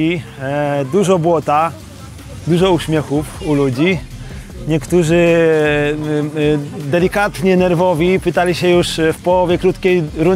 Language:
Polish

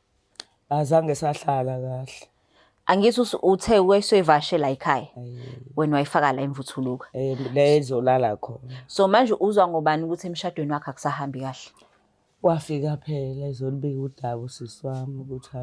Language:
Zulu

